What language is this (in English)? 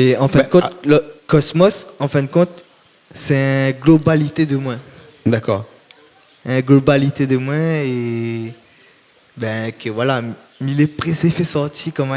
Réunion Creole French